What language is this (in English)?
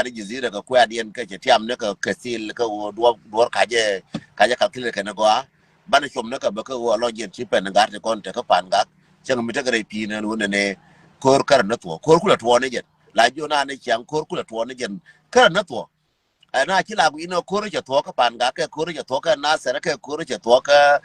Nuer